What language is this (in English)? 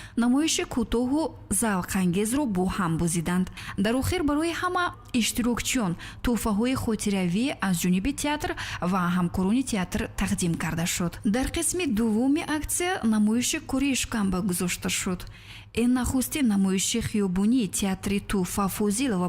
Tajik